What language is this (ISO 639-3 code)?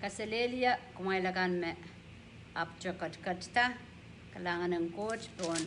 pon